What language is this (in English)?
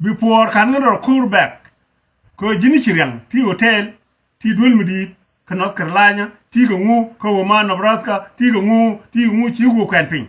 Nuer